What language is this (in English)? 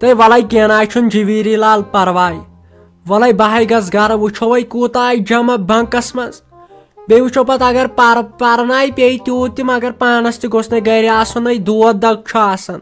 Kashmiri